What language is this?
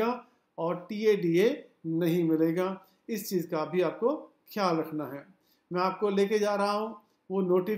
Hindi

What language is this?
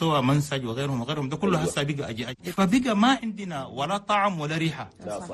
Chadian Arabic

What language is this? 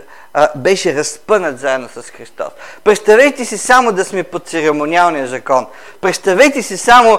Bulgarian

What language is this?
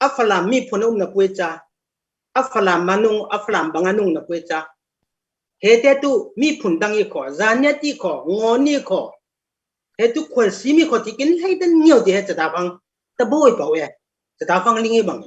Falam Chin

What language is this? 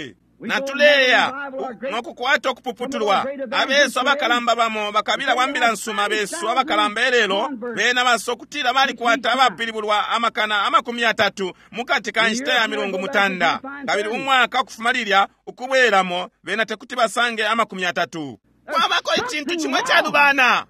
Bemba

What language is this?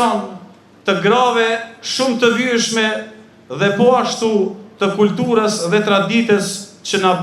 Albanian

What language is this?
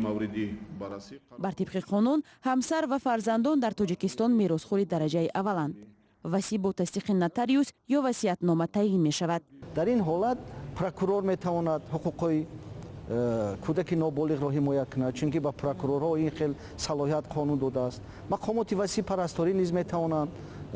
Tajik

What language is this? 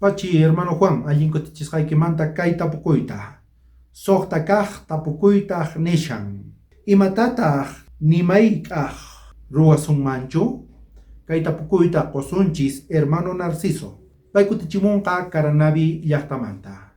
South Bolivian Quechua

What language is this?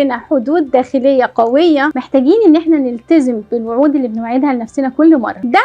Egyptian Arabic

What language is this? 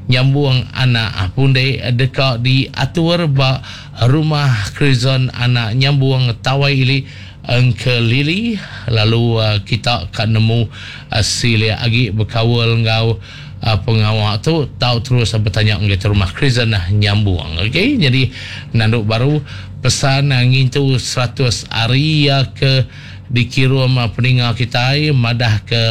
Iban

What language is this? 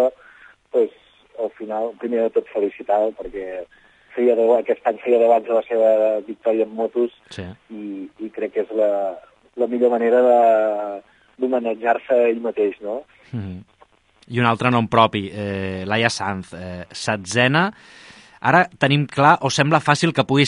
Catalan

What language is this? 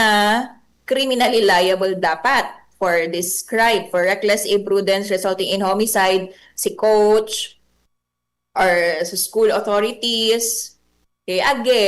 Bikol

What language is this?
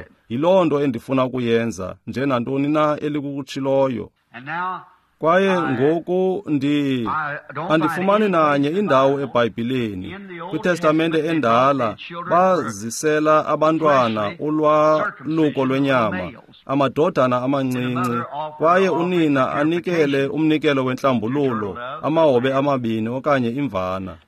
Xhosa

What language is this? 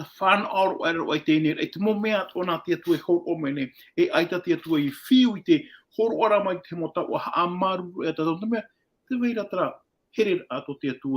Tahitian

